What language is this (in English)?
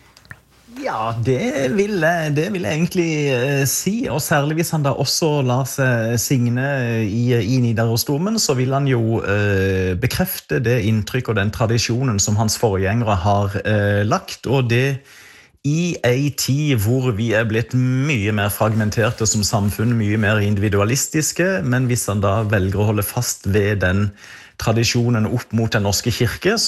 Norwegian